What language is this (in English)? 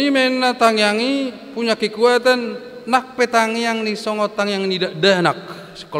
Batak Toba